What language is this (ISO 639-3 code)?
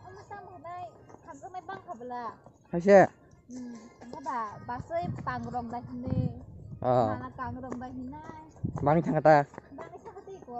trp